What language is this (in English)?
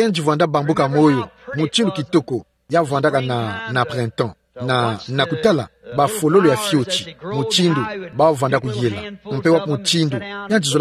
Kituba (Democratic Republic of Congo)